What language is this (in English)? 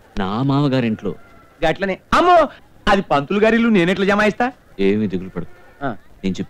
Telugu